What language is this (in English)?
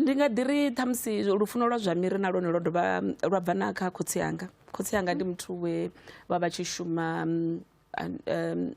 Venda